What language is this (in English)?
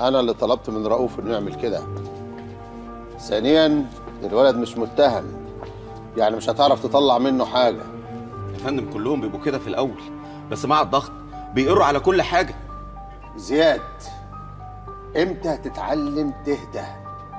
Egyptian Arabic